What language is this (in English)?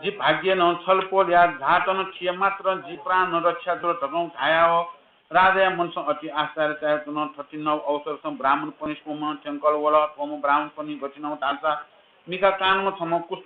Newari